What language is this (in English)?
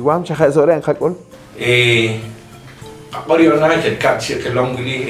Poqomchi'